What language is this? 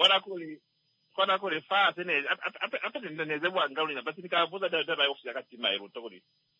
Swahili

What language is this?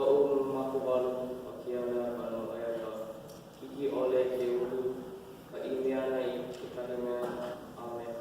Hawaiian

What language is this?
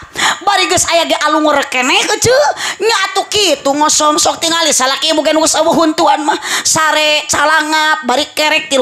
Sundanese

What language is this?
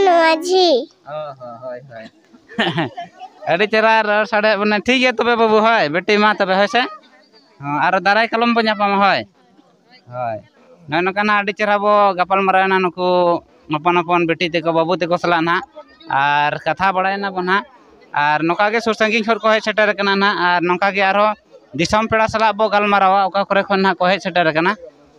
Santali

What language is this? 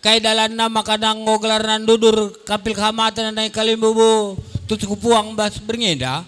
Batak Karo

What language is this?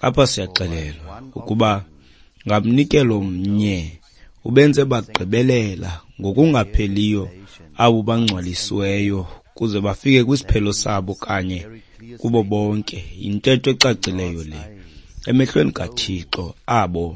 Xhosa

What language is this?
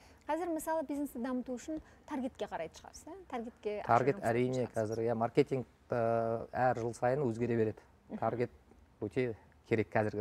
Kazakh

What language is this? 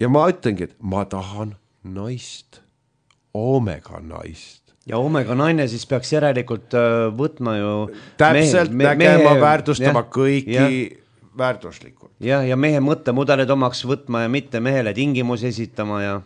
Estonian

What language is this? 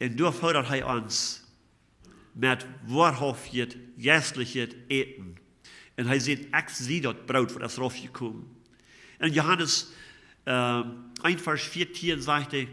Plautdietsch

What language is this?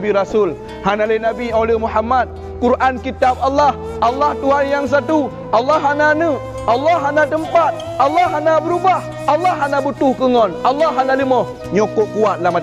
Achinese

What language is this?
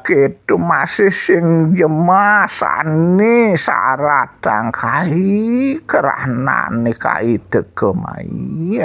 Balinese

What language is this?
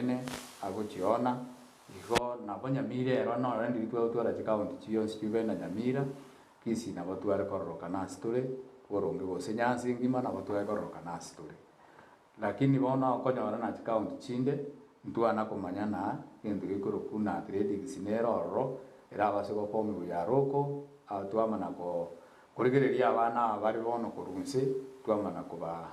Gusii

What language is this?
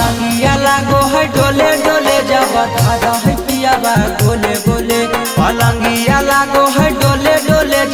Magahi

